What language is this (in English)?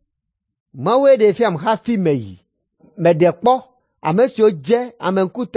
Ewe